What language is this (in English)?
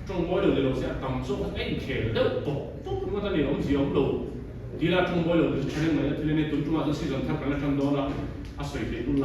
Mizo